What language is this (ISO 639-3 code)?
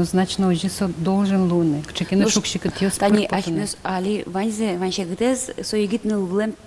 udm